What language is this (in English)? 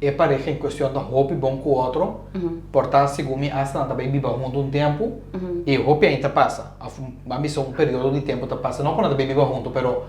Papiamento